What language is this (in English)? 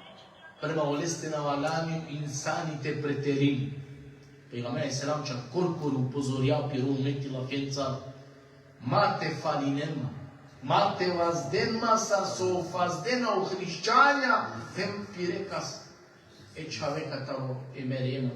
Balkan Romani